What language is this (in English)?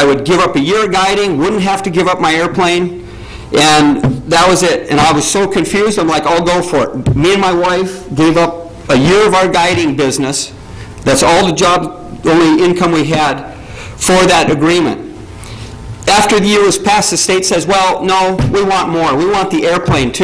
English